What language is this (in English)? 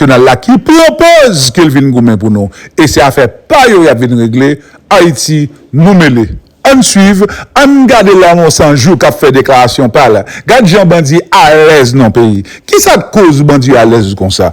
Haitian Creole